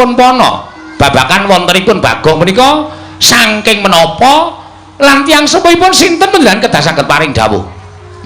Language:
Javanese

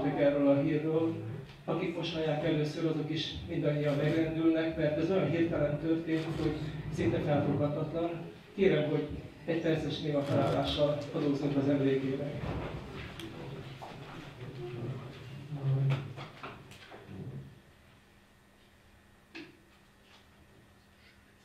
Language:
Hungarian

